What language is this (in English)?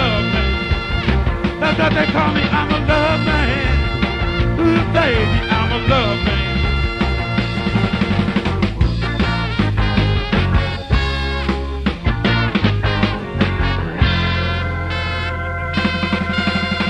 English